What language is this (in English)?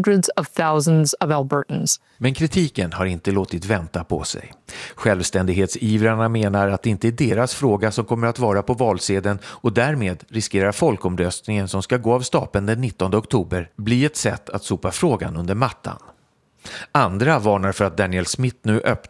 Swedish